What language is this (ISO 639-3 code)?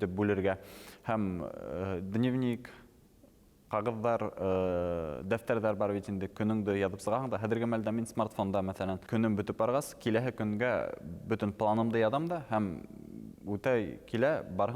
bak